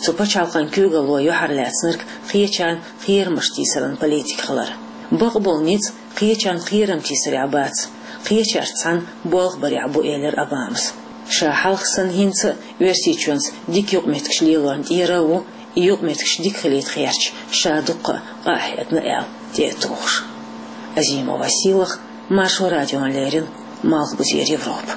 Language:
Chechen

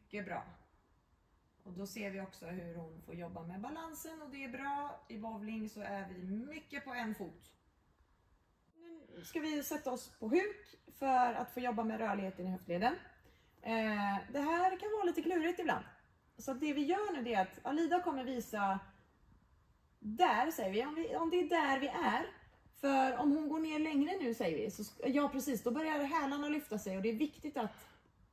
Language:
Swedish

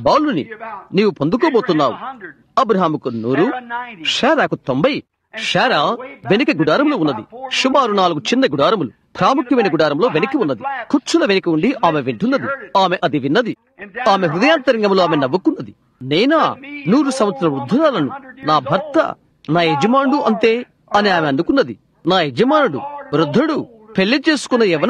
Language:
Telugu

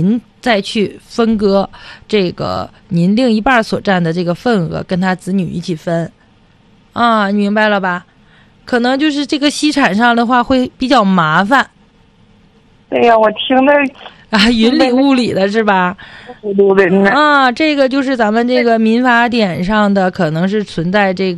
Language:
Chinese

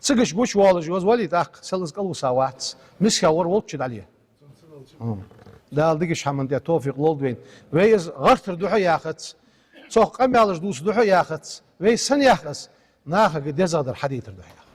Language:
Ingush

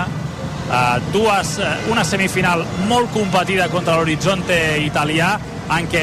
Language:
Catalan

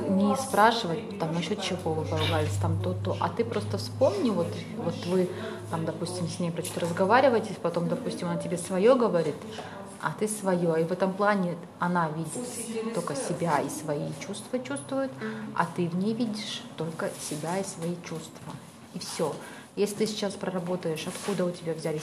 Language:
Russian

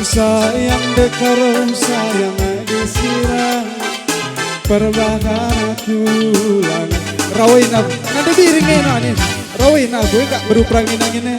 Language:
Batak Karo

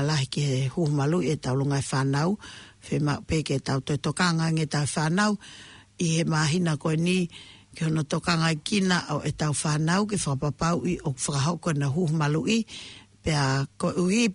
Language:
Tongan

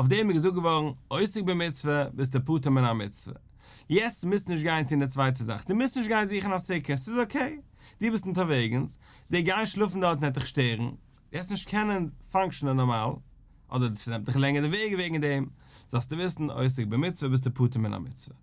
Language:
Yiddish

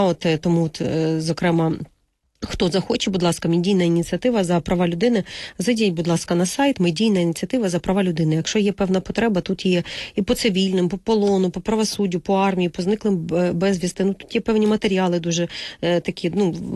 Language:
Ukrainian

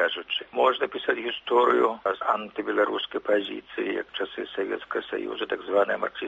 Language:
Belarusian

